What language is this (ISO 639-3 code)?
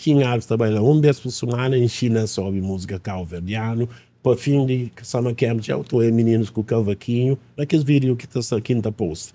kea